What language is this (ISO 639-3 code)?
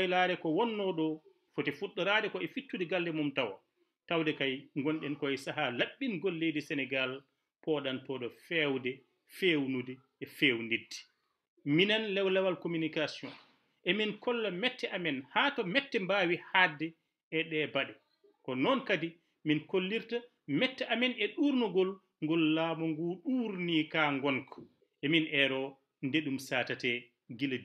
ful